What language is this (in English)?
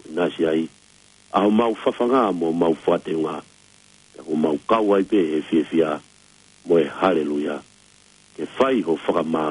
Tongan